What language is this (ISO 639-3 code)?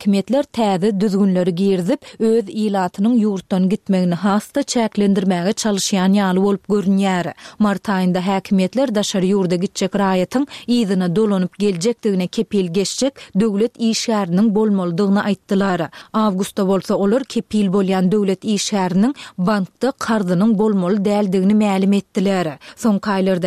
tuk